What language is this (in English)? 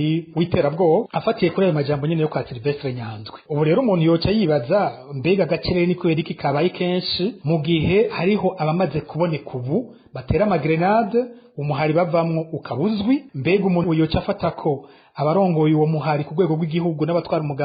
Rundi